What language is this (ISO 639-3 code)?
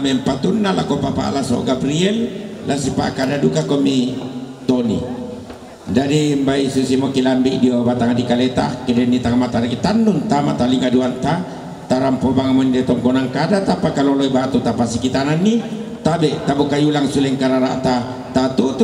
sda